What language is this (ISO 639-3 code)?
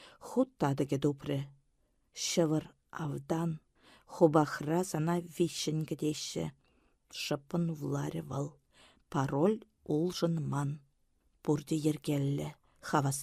chv